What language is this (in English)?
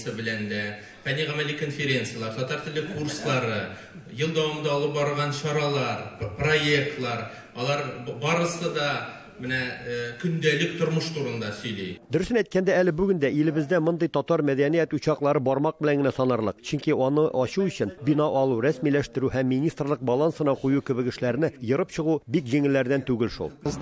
Tatar